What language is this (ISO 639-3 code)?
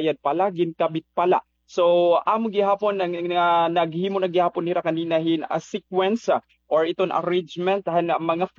war